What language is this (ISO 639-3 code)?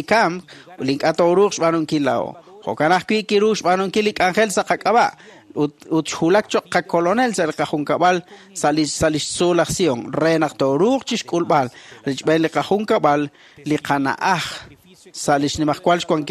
kek